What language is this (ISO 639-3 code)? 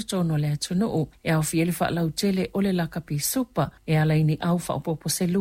smo